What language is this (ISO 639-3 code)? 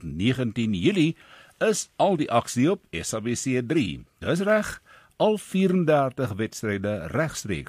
afr